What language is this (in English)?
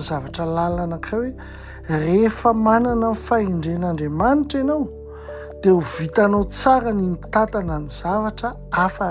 Malagasy